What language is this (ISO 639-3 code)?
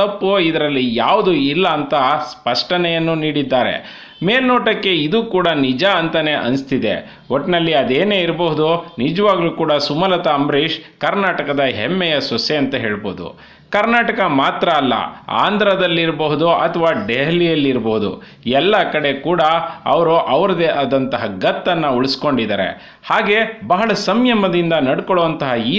kan